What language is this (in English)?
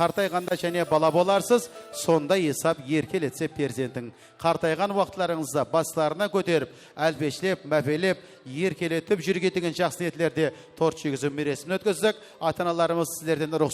Kara-Kalpak